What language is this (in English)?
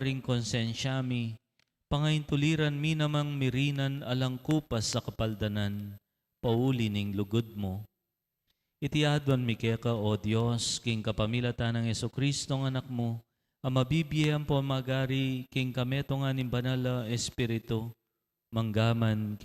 Pampanga